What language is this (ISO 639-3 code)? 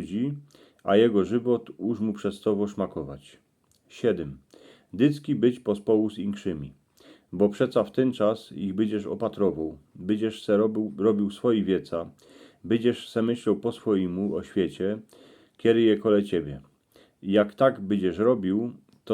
szl